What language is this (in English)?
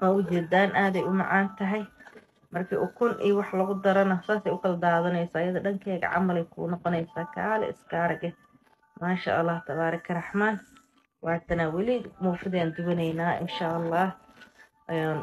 Somali